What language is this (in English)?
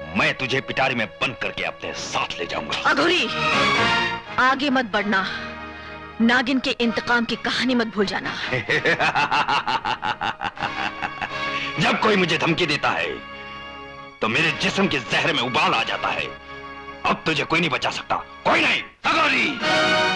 Hindi